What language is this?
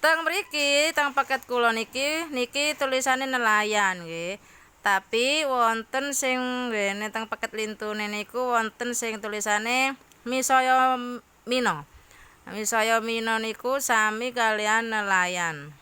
Javanese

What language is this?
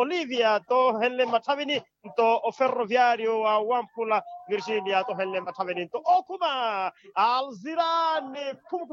Makhuwa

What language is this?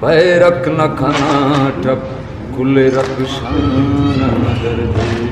Brahui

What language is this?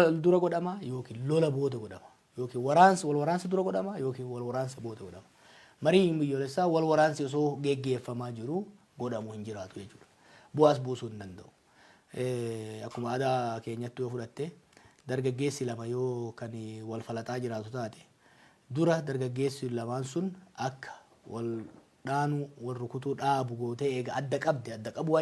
Oromo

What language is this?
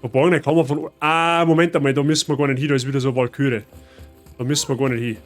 Bavarian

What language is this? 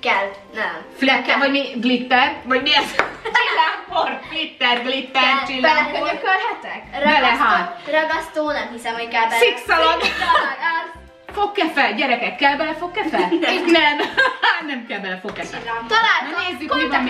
Hungarian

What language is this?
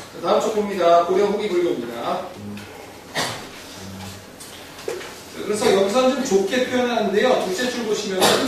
Korean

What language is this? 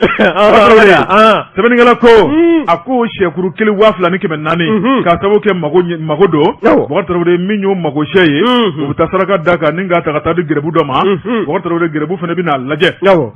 Bambara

